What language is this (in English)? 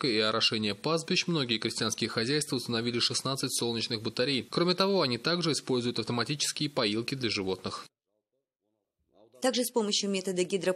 Russian